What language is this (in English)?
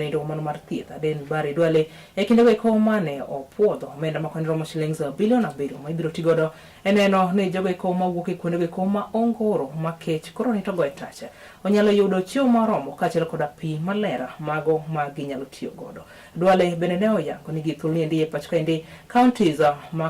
Luo (Kenya and Tanzania)